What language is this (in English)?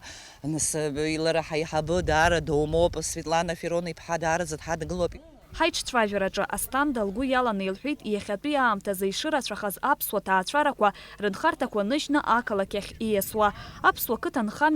Abkhazian